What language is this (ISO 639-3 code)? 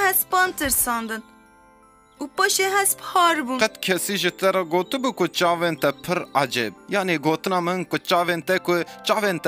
kur